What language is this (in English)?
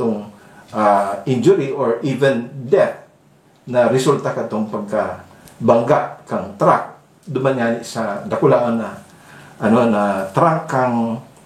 Bikol